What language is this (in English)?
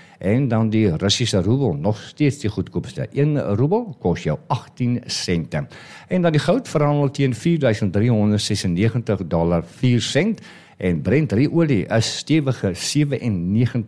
Afrikaans